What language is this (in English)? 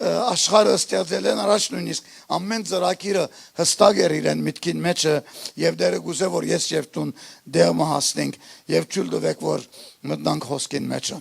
Western Armenian